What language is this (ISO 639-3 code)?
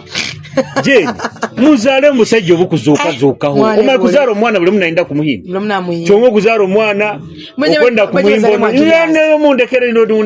nyo